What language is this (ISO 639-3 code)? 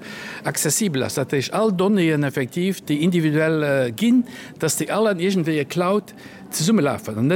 ltz